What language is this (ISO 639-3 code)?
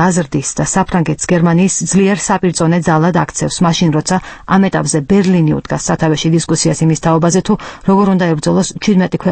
kat